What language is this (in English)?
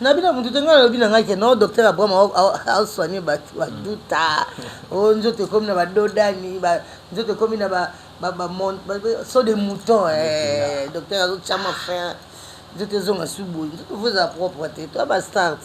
Lingala